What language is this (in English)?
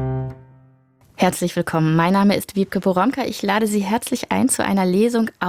German